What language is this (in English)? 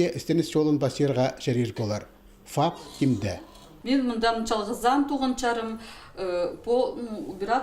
Khakas